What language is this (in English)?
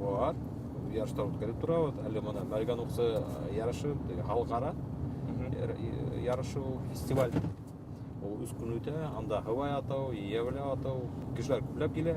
Bashkir